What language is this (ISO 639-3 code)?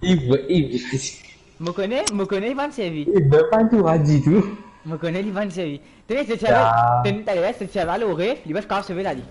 mfe